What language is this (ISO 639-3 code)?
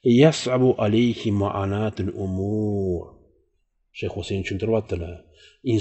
uzb